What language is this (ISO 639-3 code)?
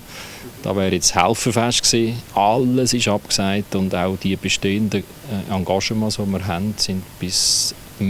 gsw